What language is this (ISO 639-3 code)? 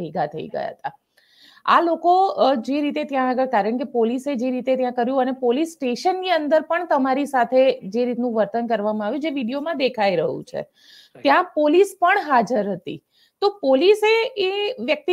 guj